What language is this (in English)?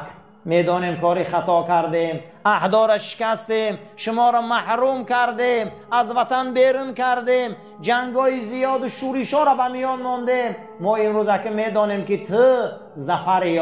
Tajik